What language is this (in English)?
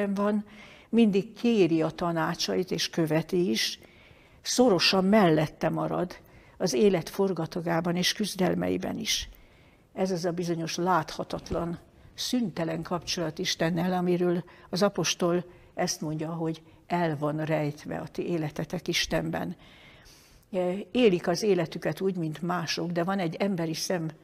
Hungarian